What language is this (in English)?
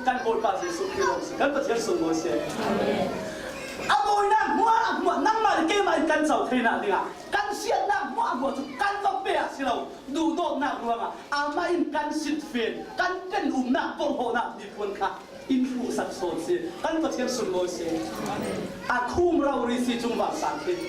Falam Chin